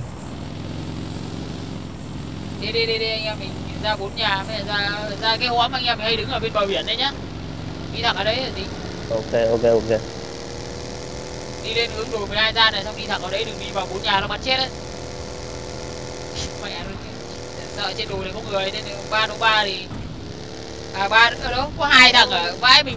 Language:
Vietnamese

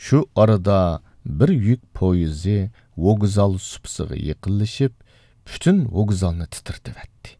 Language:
Uyghur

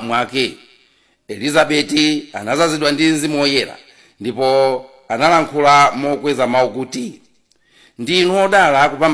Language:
Nyanja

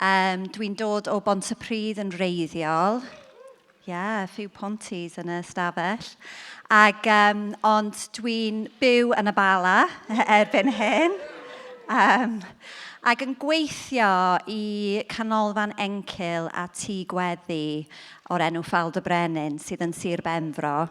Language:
Welsh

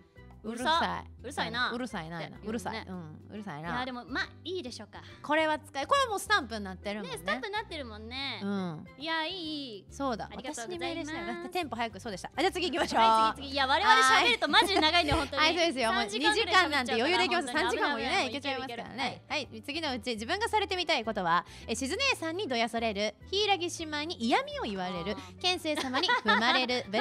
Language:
Japanese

